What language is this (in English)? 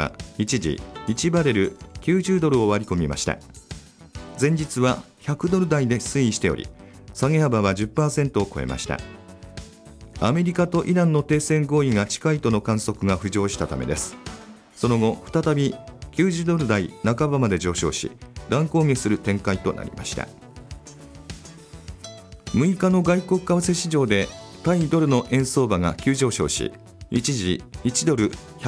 Japanese